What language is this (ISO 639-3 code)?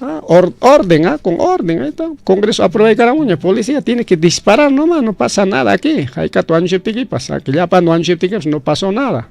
quy